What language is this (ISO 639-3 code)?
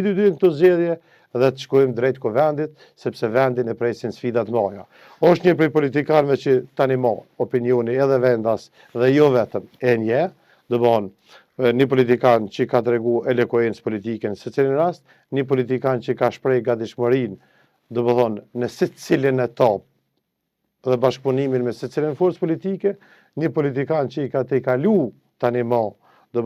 sqi